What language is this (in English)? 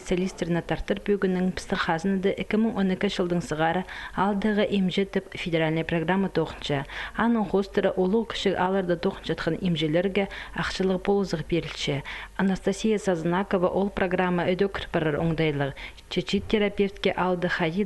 Khakas